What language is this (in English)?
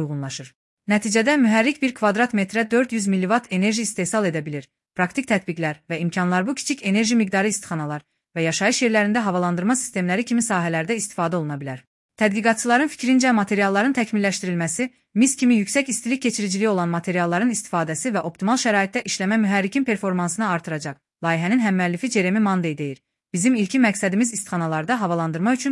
Azerbaijani